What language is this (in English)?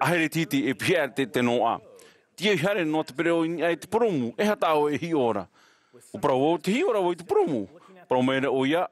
Tahitian